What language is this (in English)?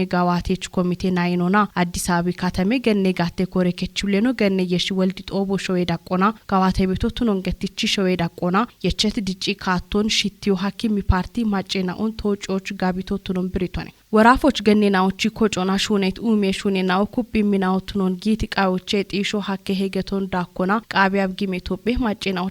Kafa